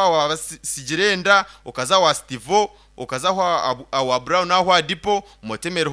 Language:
Nyankole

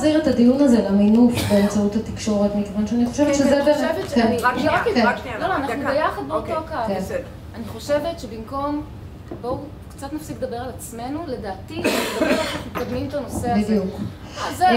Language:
Hebrew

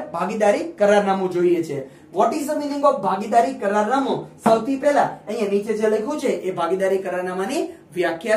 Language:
Gujarati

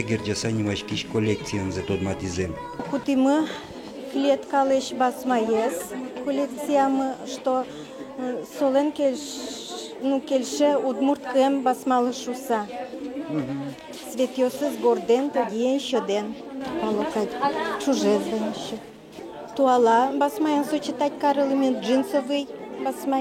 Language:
Udmurt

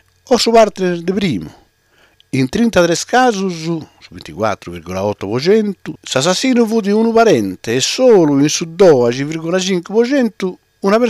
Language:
Sardinian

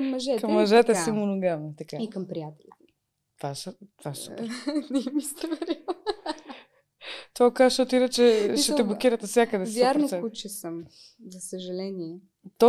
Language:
Bulgarian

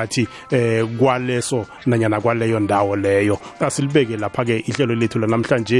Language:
South Ndebele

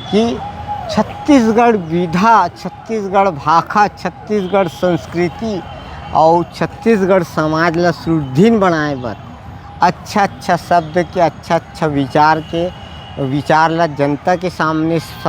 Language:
Chhattisgarhi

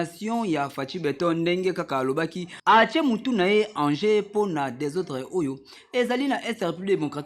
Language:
Lingala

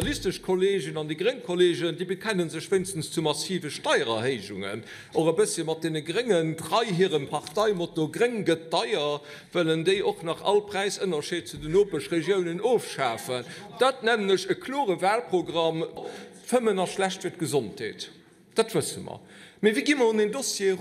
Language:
Luxembourgish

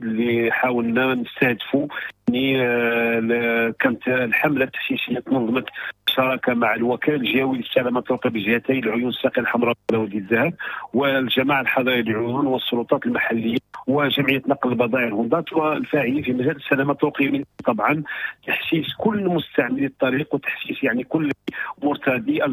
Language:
Moroccan Arabic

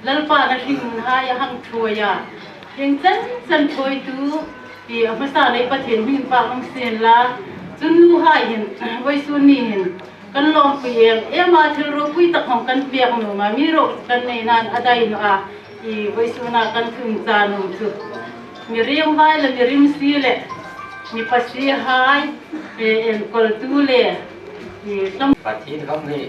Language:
Hmar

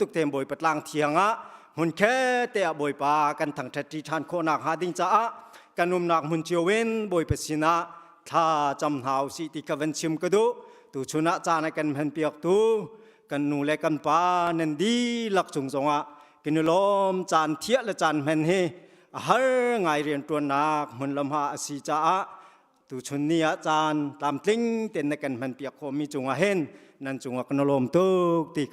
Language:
Hakha Chin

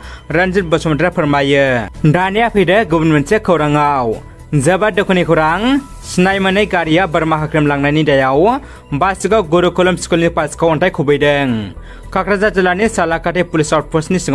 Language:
Bodo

